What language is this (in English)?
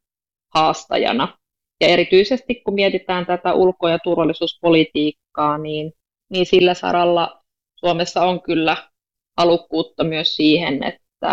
Finnish